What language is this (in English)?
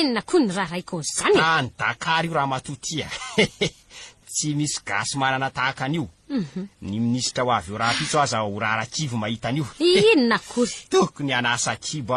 Malagasy